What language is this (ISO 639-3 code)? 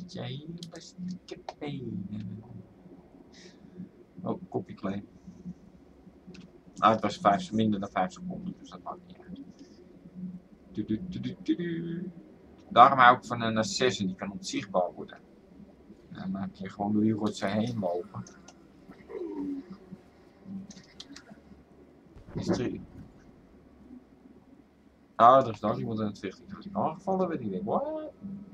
nld